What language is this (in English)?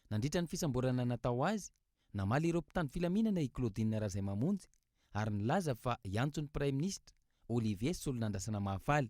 Malagasy